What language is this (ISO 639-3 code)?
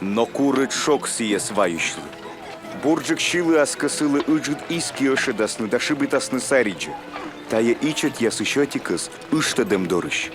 kom